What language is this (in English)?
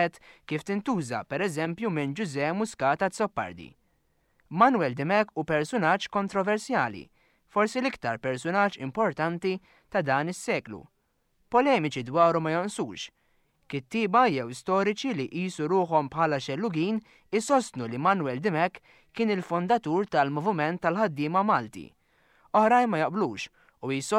Maltese